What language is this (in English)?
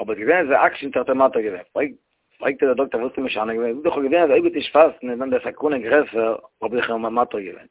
Yiddish